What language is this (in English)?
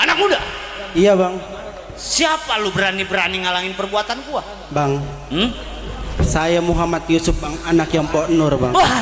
Betawi